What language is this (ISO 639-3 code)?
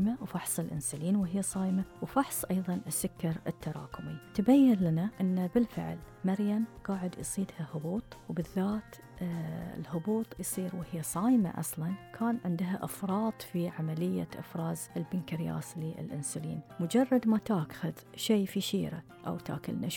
afb